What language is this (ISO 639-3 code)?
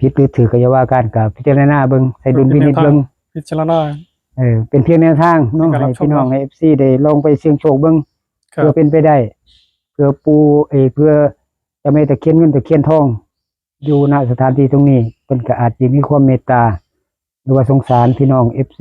tts